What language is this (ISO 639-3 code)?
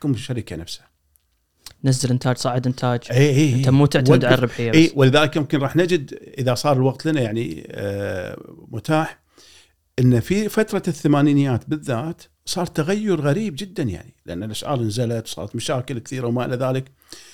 afb